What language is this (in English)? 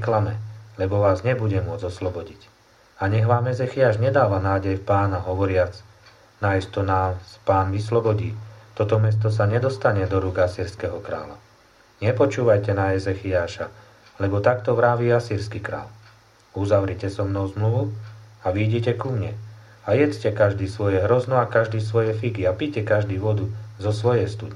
Slovak